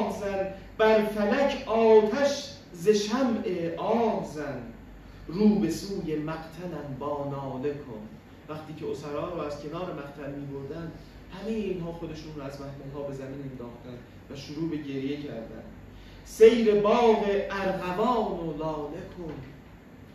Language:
Persian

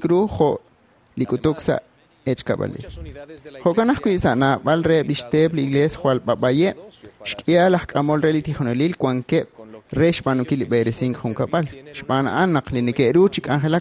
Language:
Kekchí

